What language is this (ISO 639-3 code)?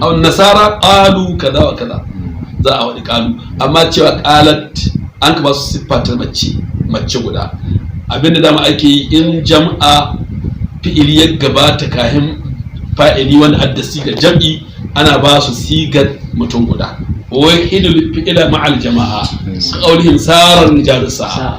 hau